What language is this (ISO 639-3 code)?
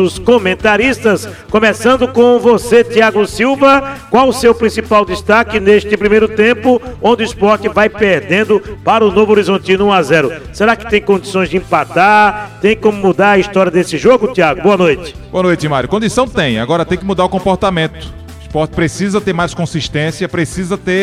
por